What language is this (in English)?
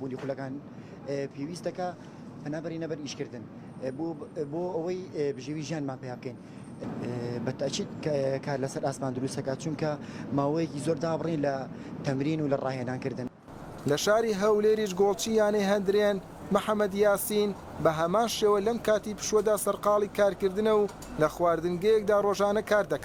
Central Kurdish